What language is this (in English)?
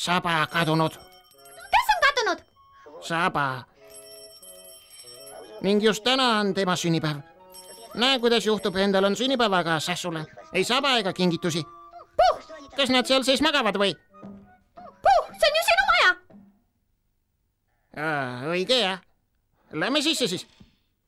Estonian